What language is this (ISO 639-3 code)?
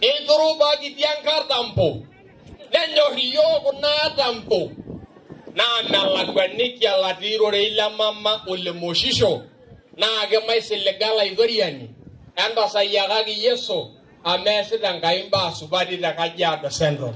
mas